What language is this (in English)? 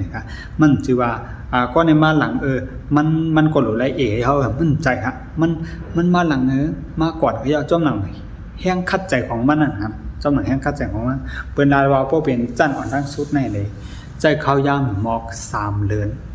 Shan